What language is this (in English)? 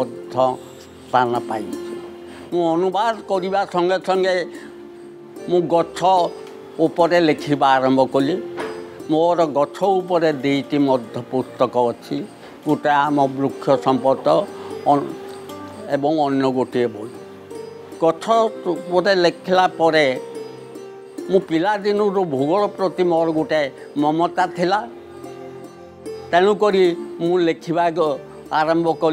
Odia